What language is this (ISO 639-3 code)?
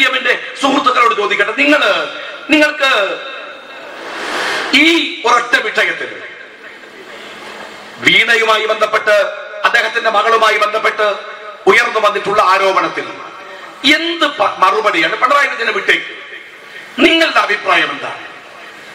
mal